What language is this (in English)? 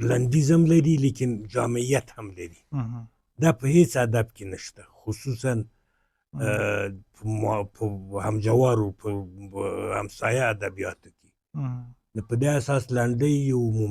Pashto